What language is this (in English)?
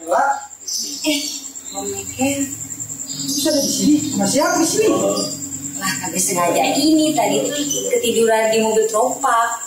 Betawi